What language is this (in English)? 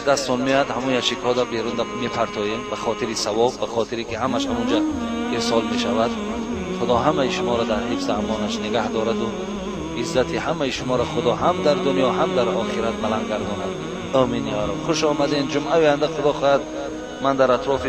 Tajik